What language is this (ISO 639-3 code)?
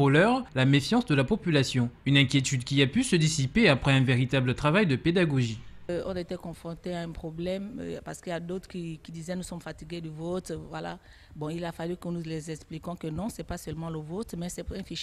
fra